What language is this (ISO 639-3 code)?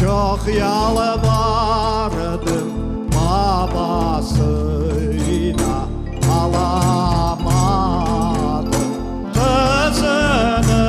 crh